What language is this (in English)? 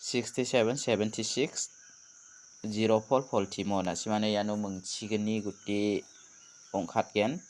Garo